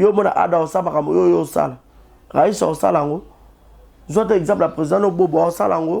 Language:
Lingala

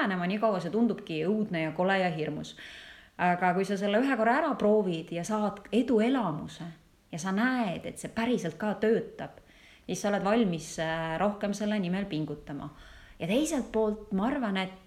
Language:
Estonian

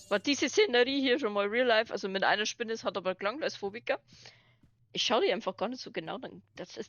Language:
Bavarian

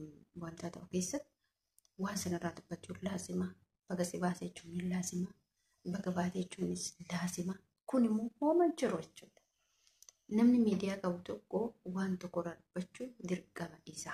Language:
Oromo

